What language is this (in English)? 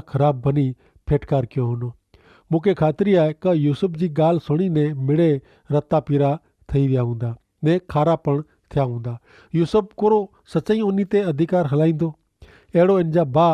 Kachhi